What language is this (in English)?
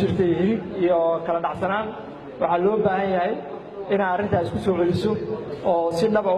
Somali